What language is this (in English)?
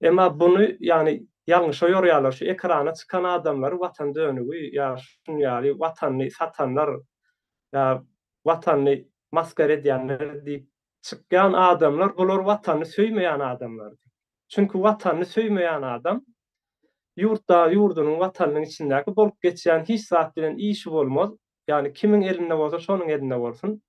Turkmen